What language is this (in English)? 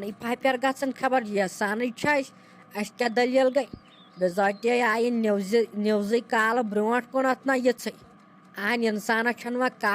Kashmiri